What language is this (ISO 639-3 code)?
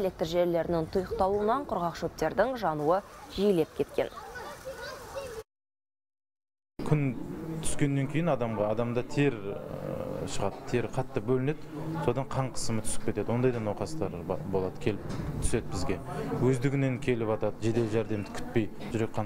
kaz